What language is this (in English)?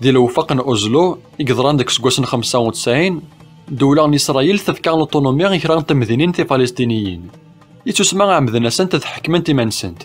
Kabyle